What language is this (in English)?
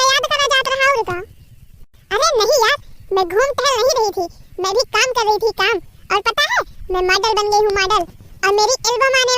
Awadhi